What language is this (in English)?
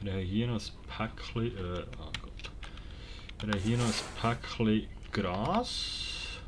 Swiss German